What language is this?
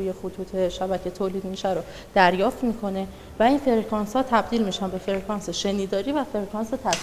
Persian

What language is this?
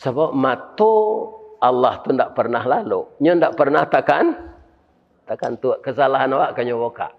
Minangkabau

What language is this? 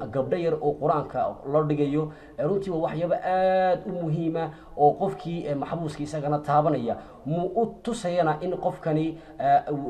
Somali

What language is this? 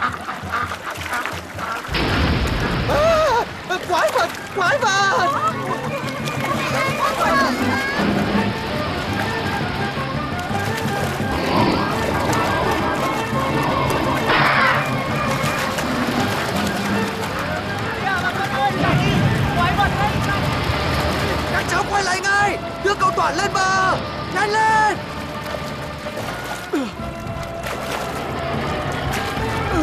Vietnamese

